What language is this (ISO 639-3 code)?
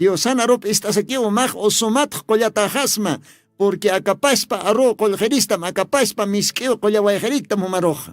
aym